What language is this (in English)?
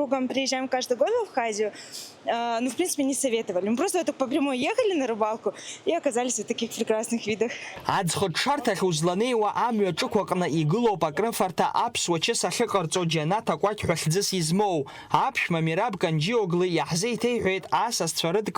Abkhazian